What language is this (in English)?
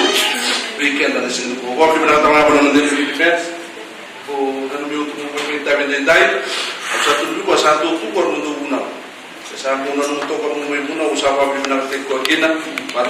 Fijian